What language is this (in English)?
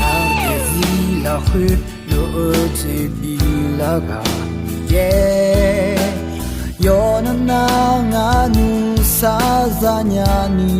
Akha